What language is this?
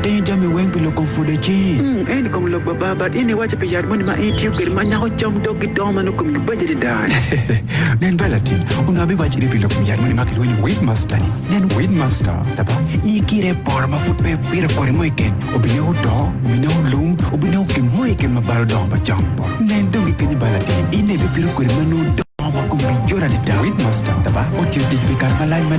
Acoli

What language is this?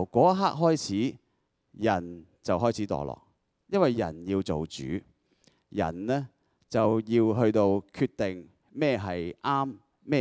Cantonese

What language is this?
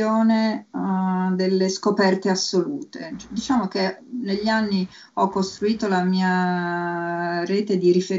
Italian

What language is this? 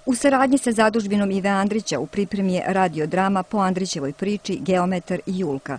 Serbian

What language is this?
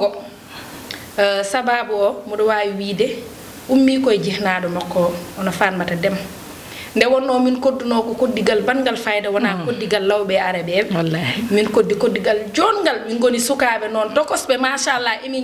Fula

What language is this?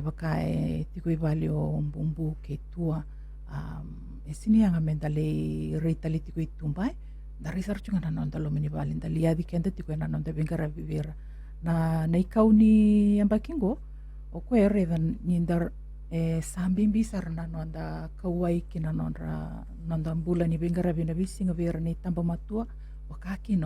Fijian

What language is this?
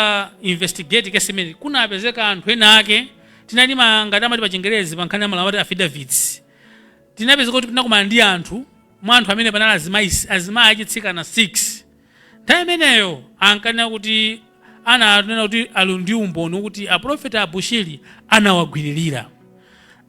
Nyanja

